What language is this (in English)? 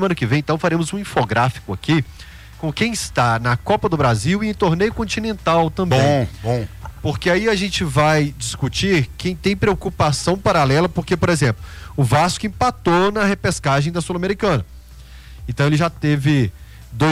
Portuguese